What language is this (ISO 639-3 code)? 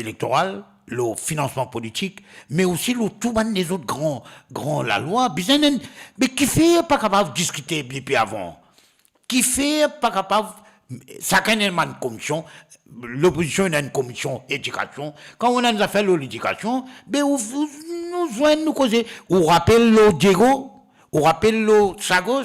mfe